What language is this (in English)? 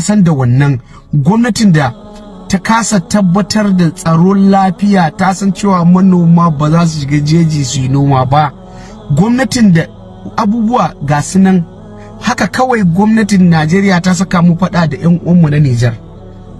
Hausa